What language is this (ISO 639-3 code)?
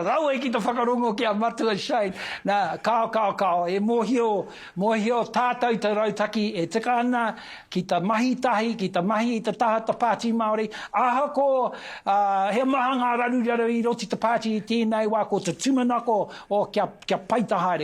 mri